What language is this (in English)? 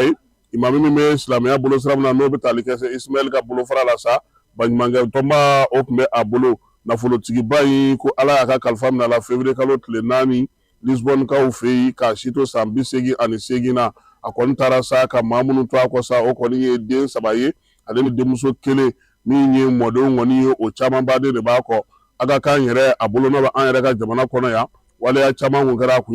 Bambara